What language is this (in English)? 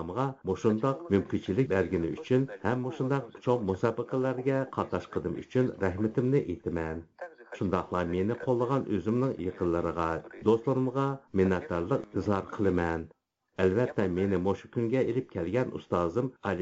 Uyghur